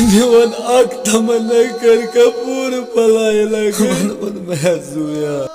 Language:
Kashmiri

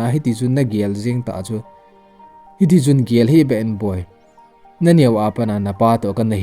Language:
Thado Chin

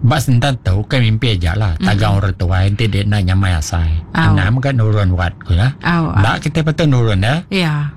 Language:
Iban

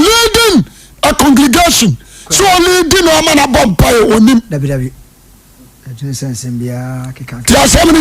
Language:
Akan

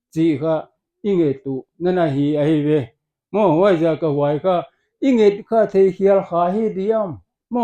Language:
Paite Chin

